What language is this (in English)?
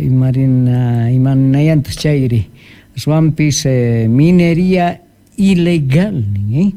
Quechua